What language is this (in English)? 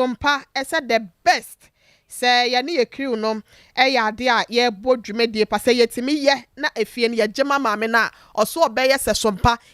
Akan